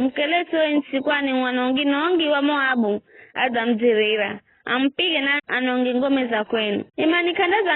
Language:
Giryama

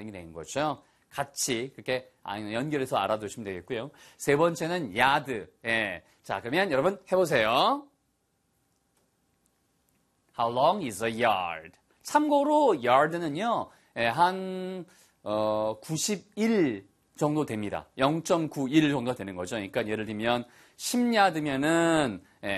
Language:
Korean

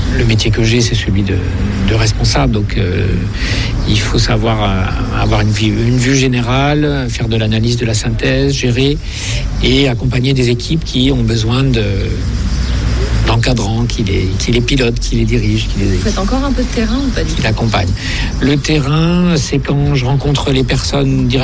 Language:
French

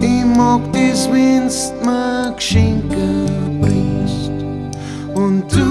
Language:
Bavarian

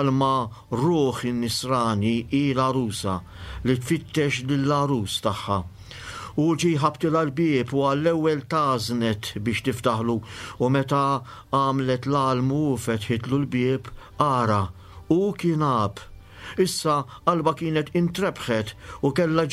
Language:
Maltese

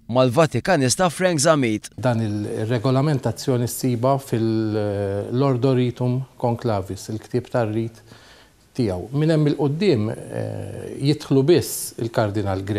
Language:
Maltese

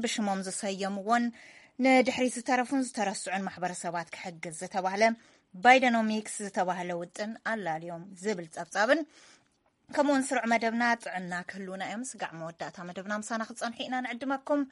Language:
Tigrinya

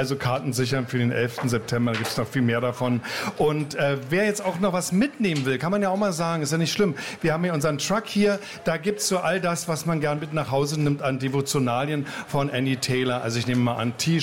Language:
German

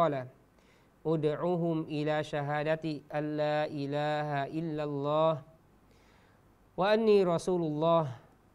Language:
Thai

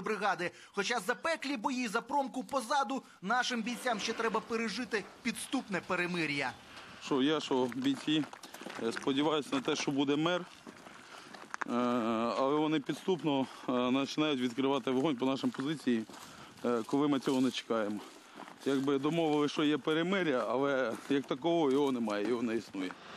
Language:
Ukrainian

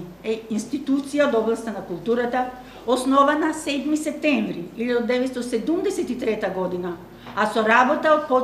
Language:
Macedonian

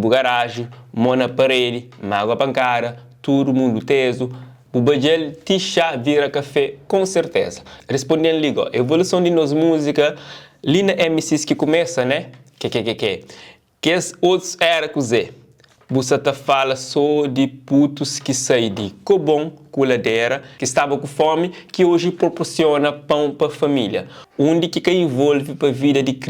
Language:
Kabuverdianu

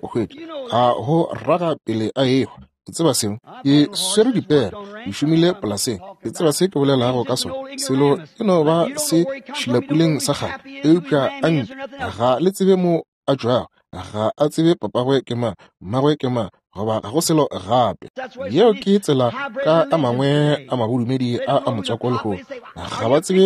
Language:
Northern Sotho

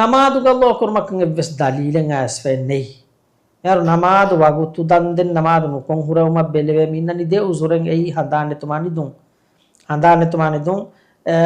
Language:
Divehi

